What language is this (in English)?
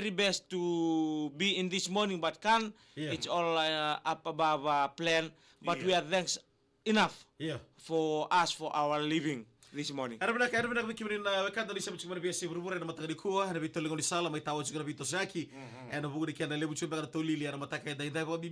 Fijian